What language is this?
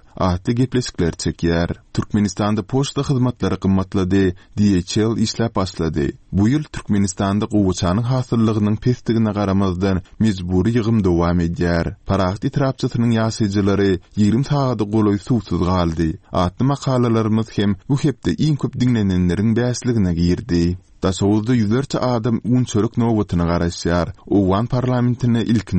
Turkmen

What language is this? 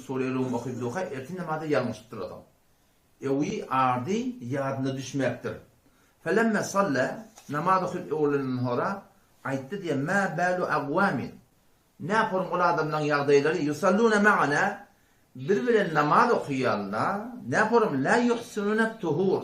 Turkmen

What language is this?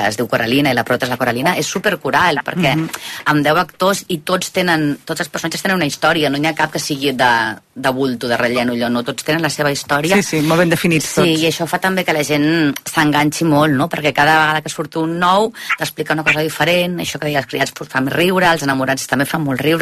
Catalan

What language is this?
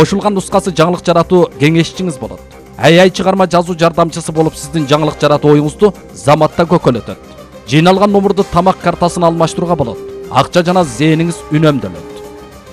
Kyrgyz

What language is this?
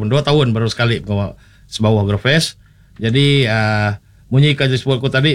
Iban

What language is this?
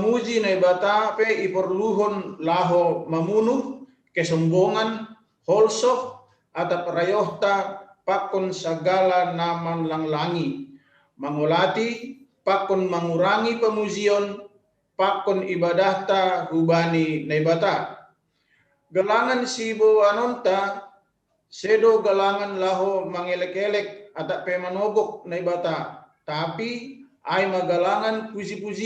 Batak Simalungun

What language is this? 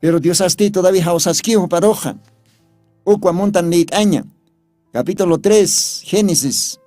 Aymara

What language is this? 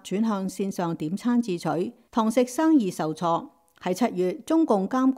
Cantonese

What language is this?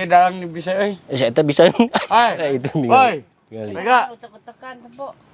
Sundanese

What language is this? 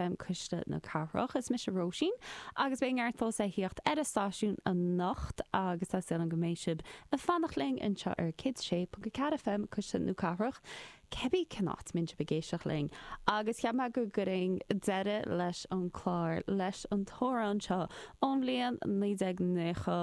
Irish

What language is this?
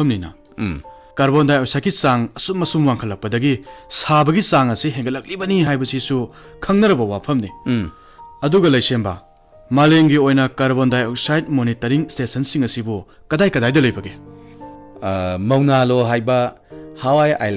Manipuri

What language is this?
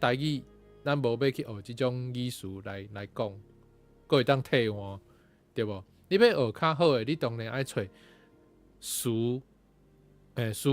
Min Nan Chinese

